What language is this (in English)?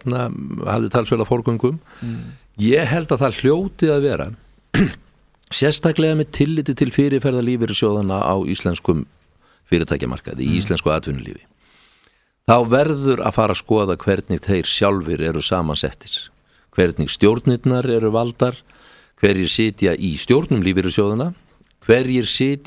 Icelandic